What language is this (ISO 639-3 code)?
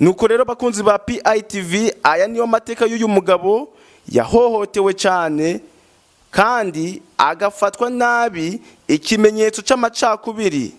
run